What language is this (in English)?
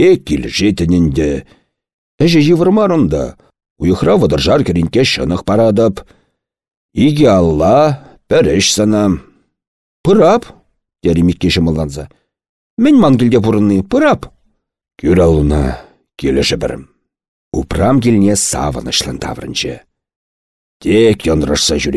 Chuvash